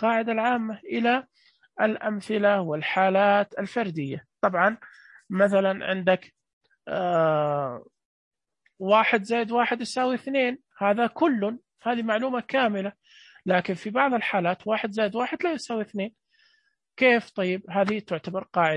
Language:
Najdi Arabic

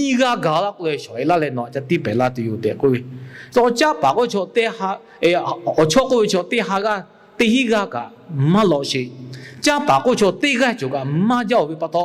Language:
Lahu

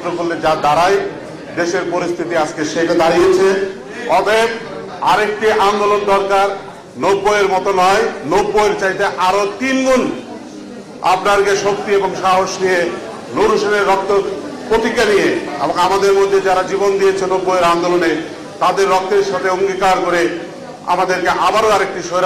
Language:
Bangla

